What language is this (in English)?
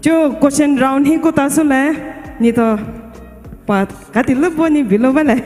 Poumei Naga